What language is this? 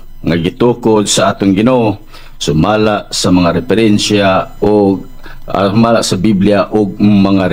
Cebuano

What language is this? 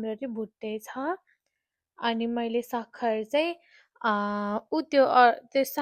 Nepali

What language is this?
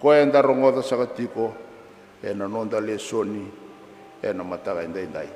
Fijian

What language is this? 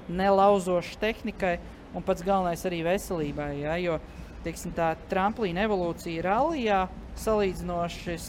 Latvian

